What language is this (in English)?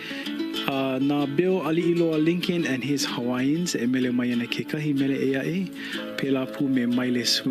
Hawaiian